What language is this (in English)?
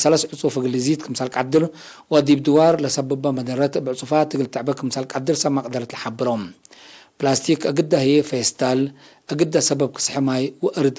Tigre